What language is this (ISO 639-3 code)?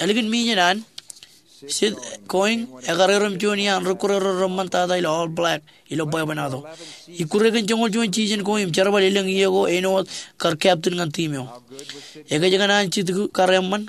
mah